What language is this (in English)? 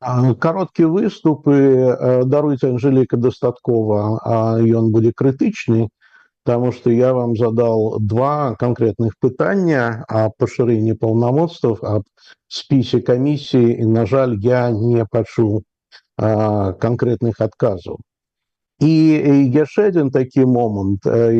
Belarusian